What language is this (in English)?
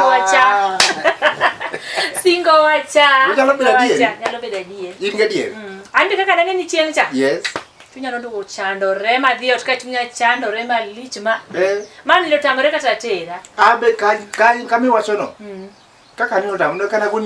Luo (Kenya and Tanzania)